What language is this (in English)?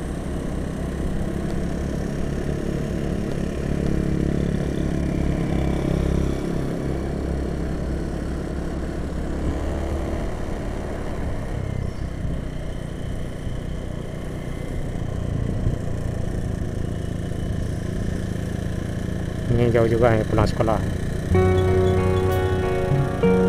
Indonesian